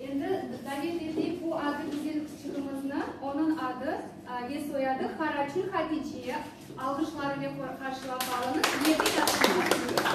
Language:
Crimean Tatar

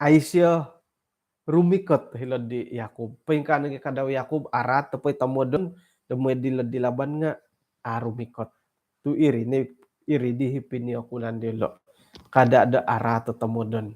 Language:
Central Dusun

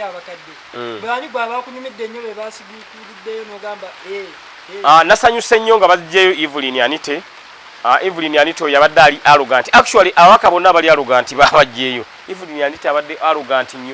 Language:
Ganda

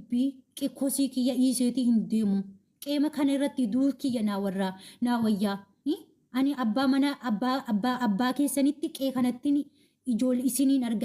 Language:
Oromo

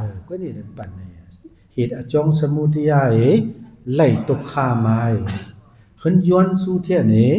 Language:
Shan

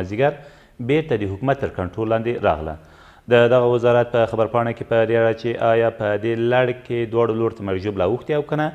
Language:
Pashto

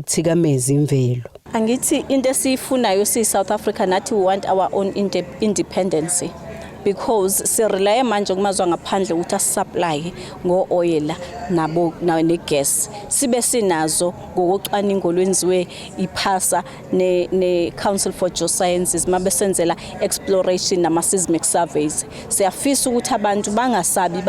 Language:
Zulu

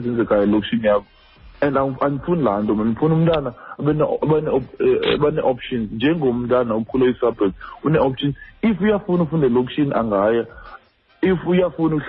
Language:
Xhosa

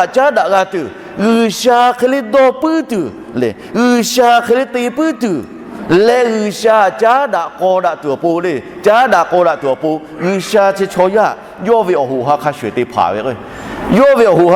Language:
Lahu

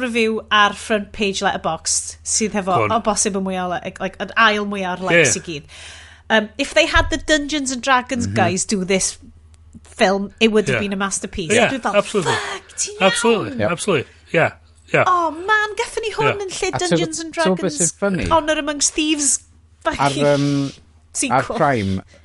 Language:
Welsh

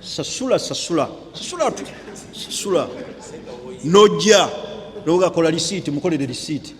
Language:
Ganda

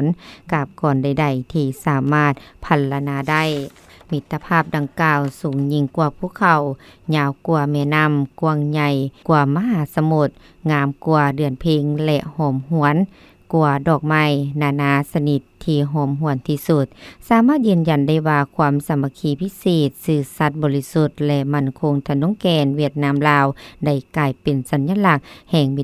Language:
Lao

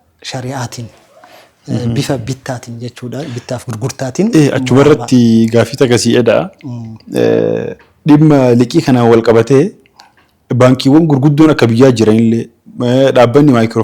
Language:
Oromo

